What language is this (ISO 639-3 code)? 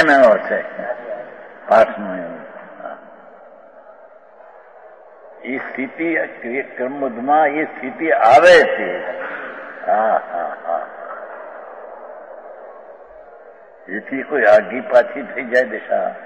guj